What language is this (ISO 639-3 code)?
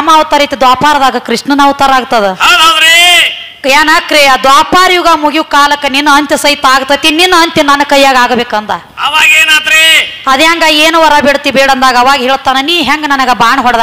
kan